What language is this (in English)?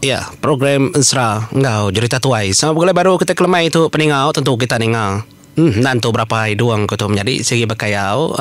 Iban